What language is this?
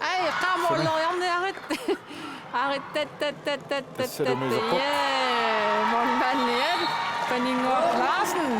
Kalaallisut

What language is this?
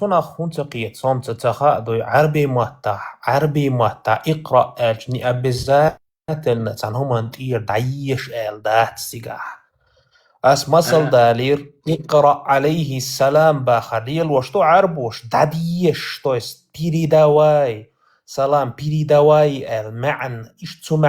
Chechen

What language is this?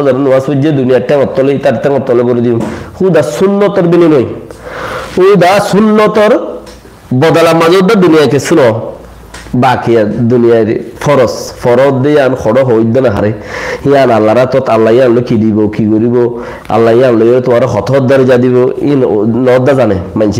Rohingya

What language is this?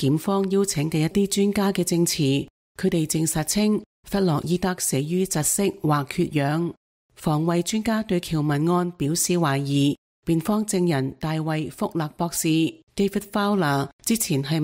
Cantonese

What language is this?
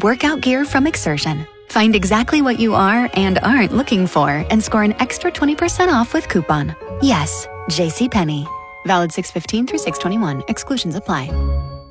English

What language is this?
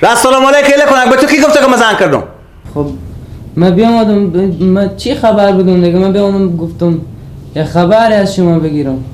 Persian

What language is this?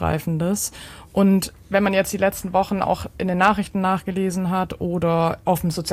German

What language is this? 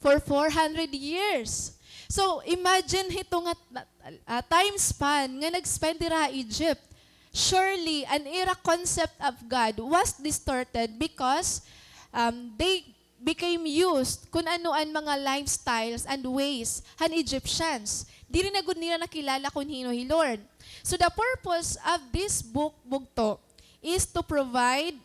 Waray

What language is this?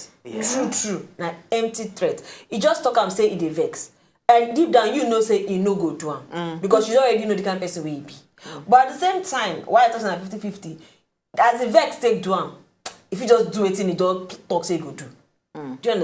Nigerian Pidgin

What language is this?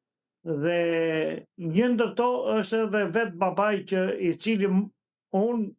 Albanian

